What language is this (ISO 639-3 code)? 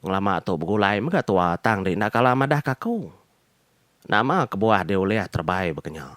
iba